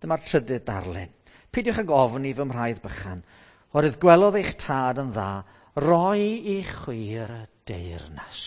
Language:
Welsh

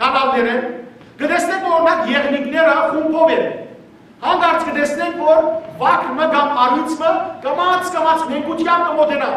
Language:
Western Armenian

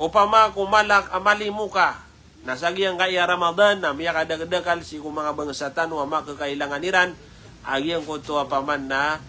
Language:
Maranao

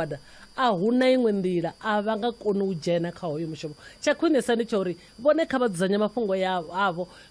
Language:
Venda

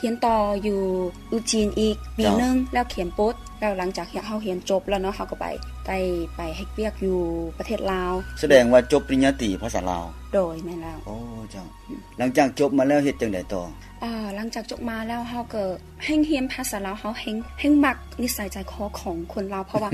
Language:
Lao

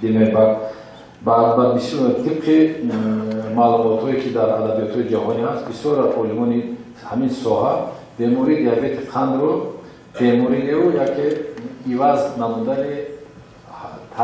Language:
Tajik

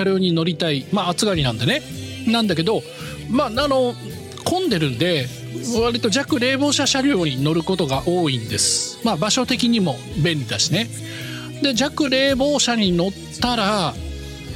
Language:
Japanese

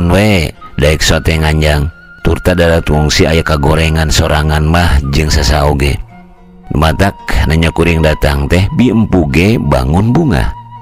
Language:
Sundanese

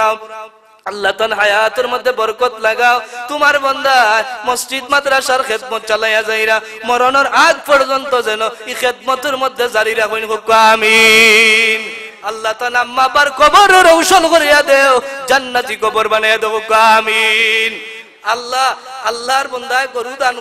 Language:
Sylheti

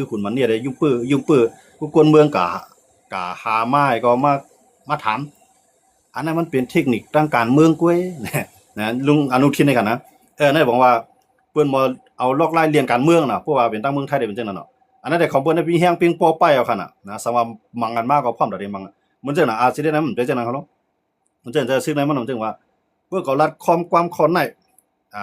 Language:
Shan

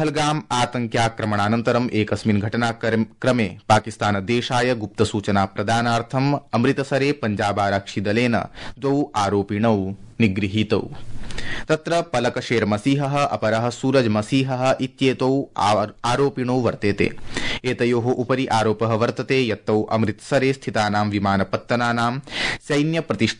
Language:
Sanskrit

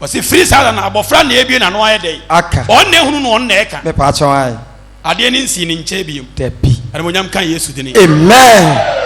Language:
Akan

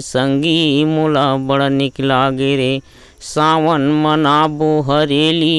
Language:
Chhattisgarhi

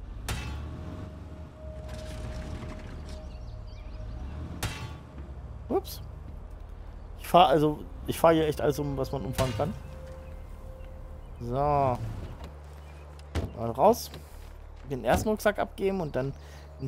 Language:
German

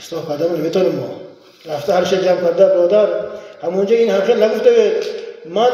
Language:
Tajik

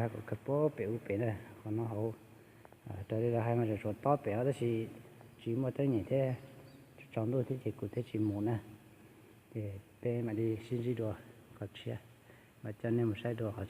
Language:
Hmong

